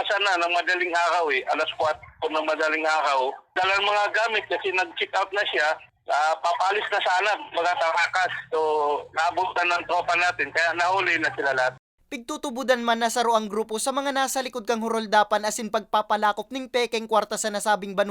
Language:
Bikol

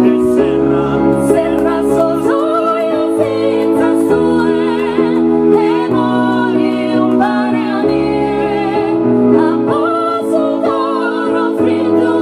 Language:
Sardinian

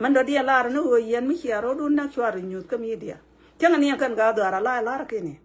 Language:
Nuer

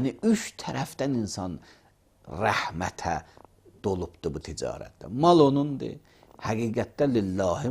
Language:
Azerbaijani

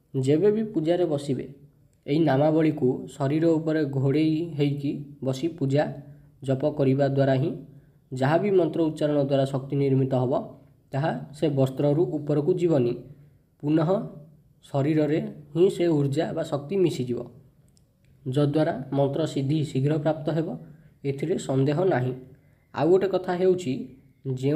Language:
Odia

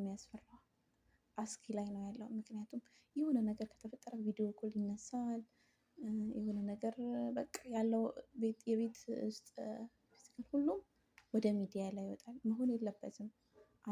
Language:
Amharic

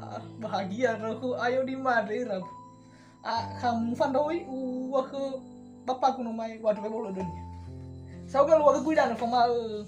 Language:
Nias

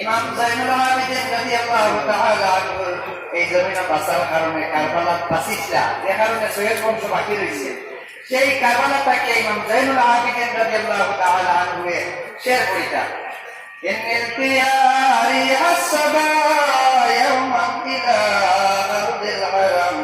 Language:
Sylheti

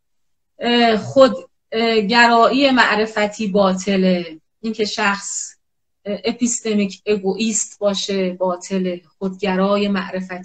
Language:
Persian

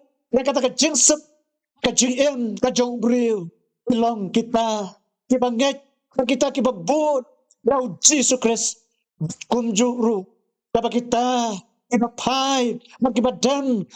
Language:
Khasi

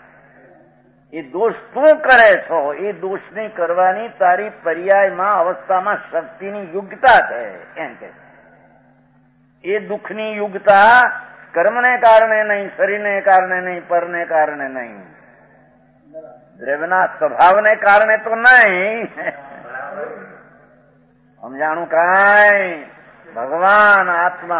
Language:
Gujarati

